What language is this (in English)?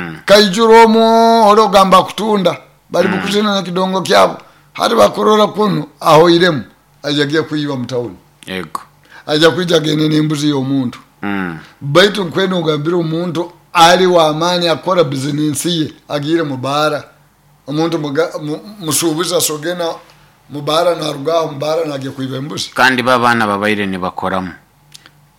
Nyoro